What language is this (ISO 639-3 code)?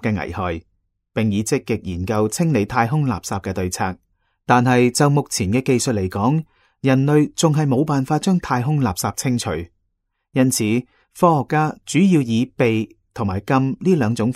yue